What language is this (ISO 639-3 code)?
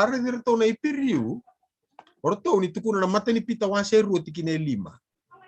fij